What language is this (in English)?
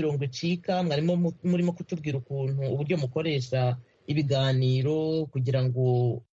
Kinyarwanda